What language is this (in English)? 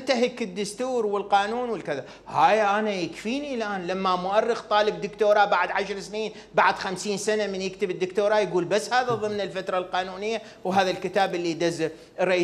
Mesopotamian Arabic